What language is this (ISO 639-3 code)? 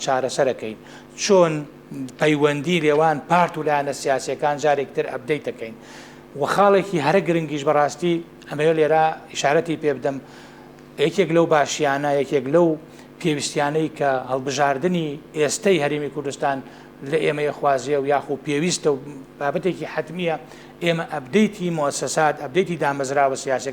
ckb